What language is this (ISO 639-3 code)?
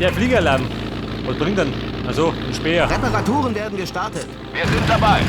bar